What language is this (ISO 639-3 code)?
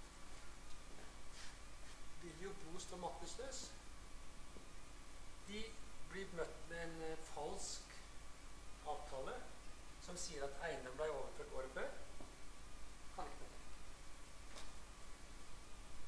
nor